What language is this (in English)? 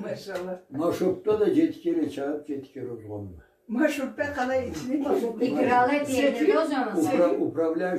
Karachay-Balkar